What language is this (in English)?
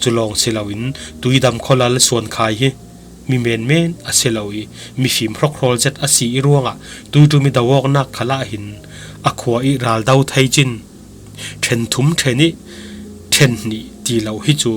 Falam Chin